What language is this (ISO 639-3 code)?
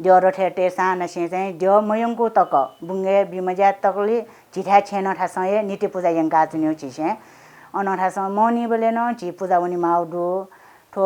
new